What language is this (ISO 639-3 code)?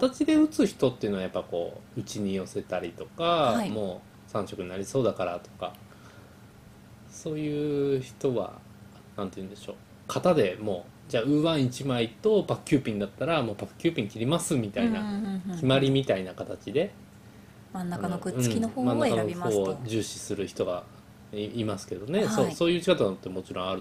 jpn